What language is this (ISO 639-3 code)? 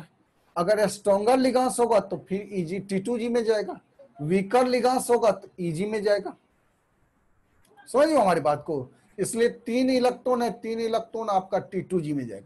hin